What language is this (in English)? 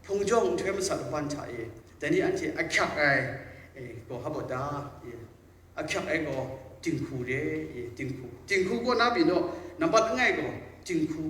Kachin